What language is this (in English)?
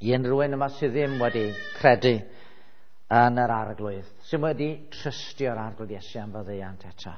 Welsh